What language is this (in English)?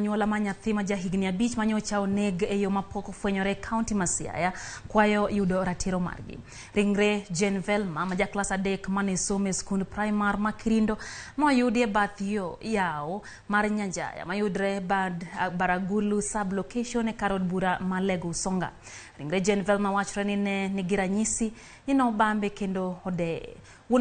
Luo (Kenya and Tanzania)